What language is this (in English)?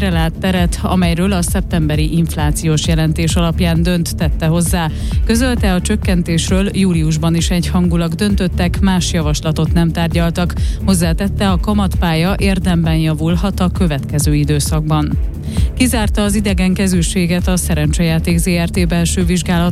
Hungarian